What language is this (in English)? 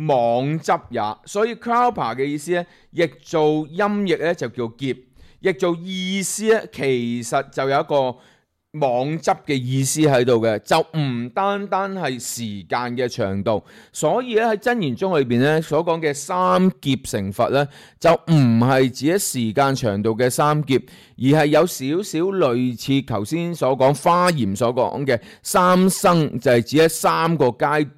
Cantonese